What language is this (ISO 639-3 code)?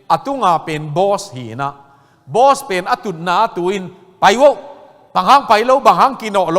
ctd